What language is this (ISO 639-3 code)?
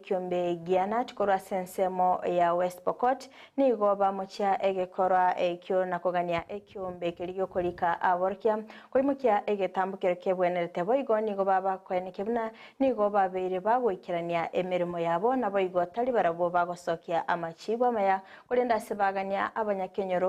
guz